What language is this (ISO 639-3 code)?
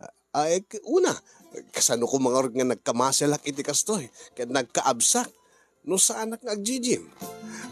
ilo